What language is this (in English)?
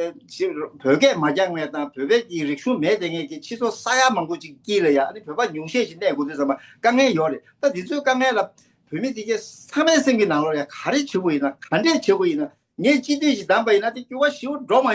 Tibetan